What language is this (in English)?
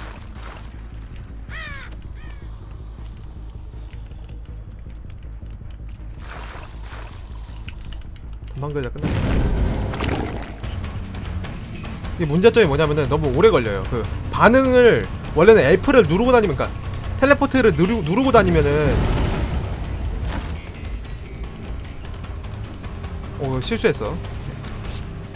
Korean